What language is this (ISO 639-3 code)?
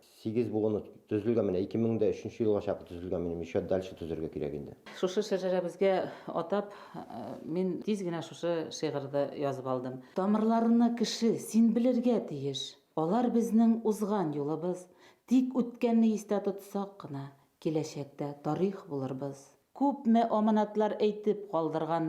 bak